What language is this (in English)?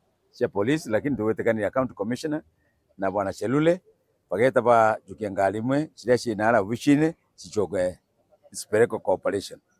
Meru